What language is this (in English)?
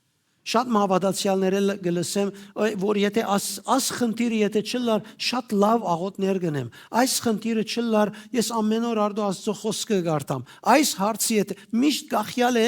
Western Armenian